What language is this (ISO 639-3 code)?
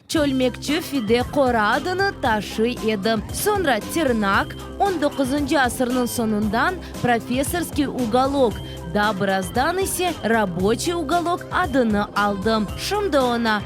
crh